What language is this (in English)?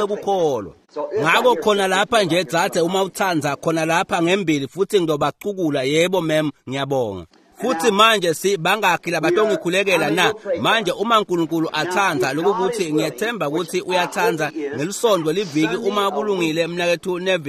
Swati